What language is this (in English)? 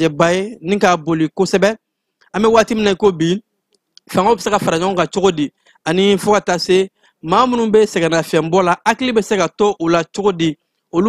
Bambara